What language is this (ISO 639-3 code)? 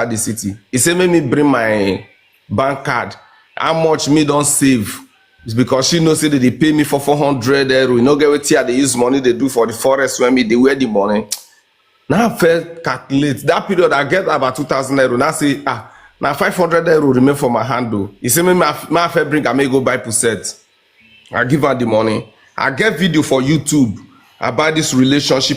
pcm